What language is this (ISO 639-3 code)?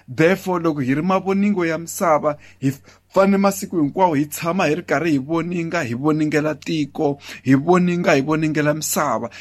tso